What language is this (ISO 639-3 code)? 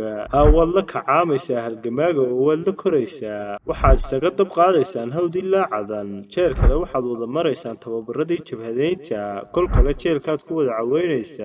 som